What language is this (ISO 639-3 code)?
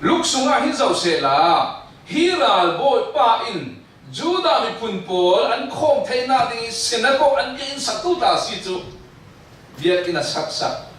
cfm